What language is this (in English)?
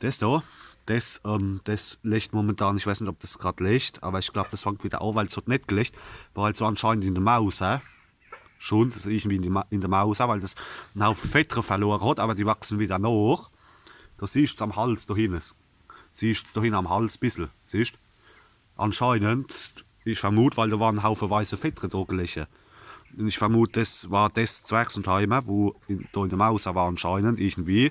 Palatine German